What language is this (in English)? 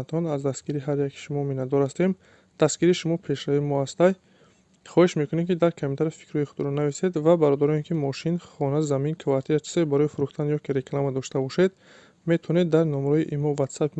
Tajik